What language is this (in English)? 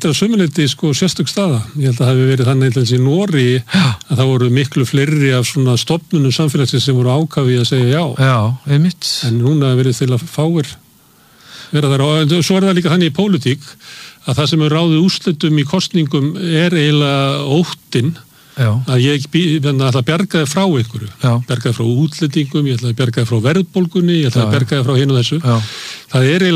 Icelandic